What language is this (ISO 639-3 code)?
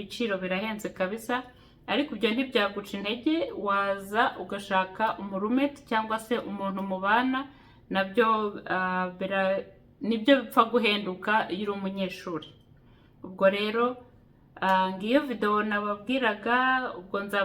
kin